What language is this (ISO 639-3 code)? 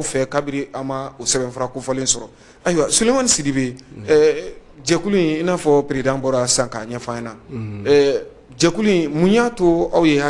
bam